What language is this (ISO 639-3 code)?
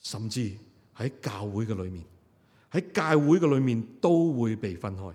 yue